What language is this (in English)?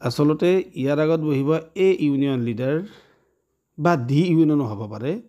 Assamese